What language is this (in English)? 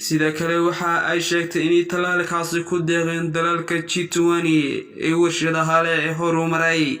Somali